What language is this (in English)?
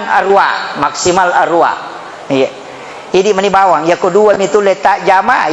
Buginese